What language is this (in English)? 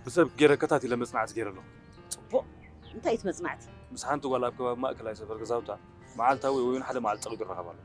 Tigrinya